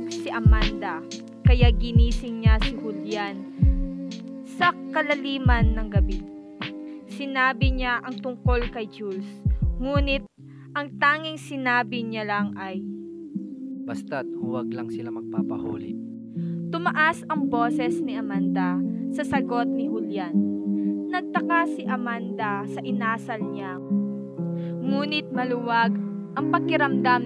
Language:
Filipino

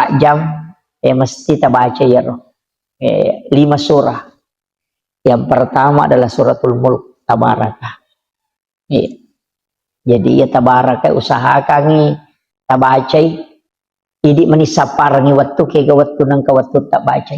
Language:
Buginese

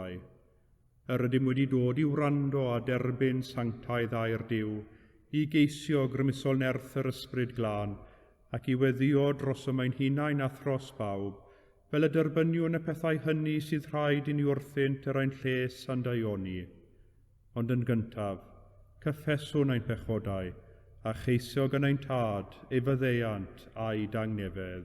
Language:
Welsh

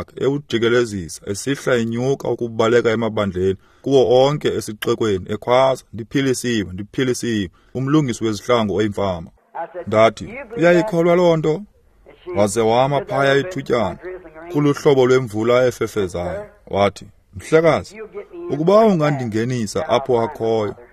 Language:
Xhosa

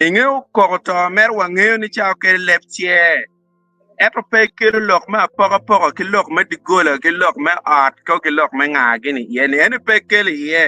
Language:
Acoli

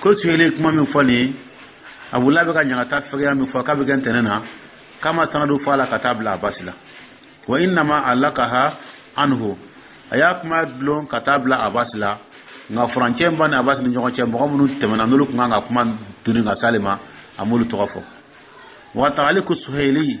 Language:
Dyula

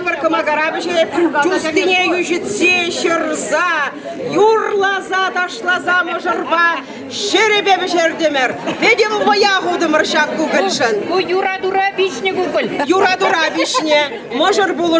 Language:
Chuvash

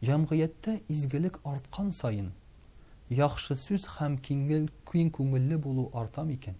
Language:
Tatar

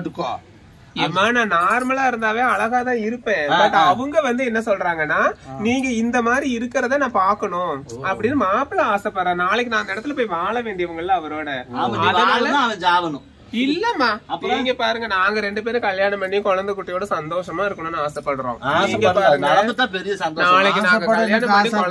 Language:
Tamil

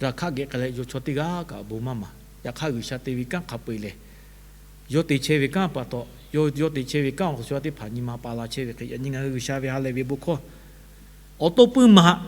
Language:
Lahu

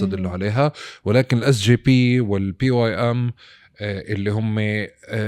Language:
North Levantine Arabic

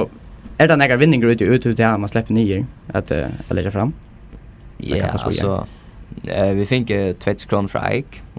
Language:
Faroese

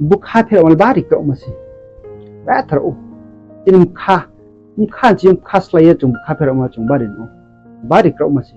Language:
Riang (India)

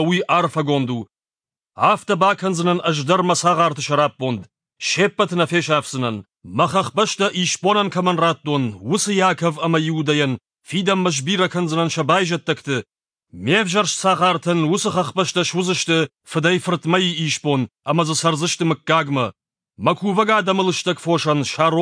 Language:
Ossetic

